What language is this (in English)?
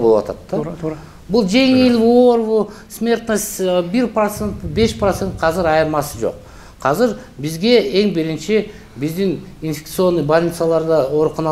Kyrgyz